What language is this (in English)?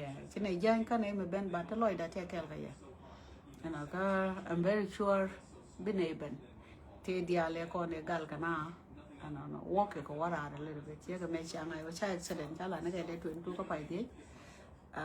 Nuer